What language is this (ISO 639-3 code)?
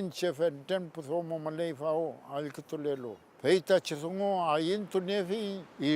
arn